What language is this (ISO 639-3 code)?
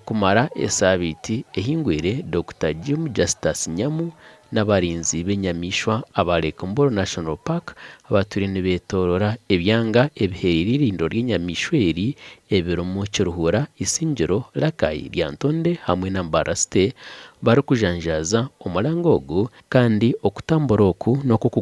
nyn